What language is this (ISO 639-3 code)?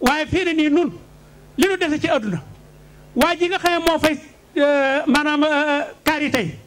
wol